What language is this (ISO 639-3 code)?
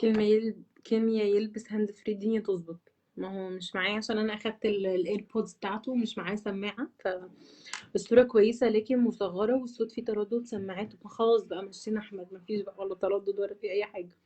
arz